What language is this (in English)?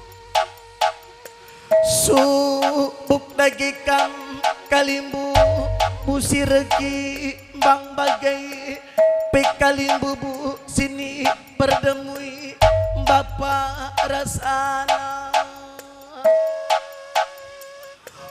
Batak Karo